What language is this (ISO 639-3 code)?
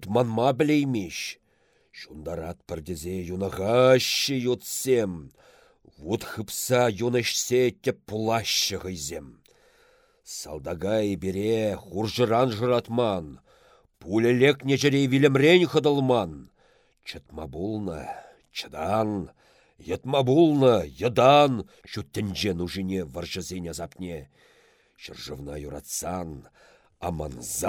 chv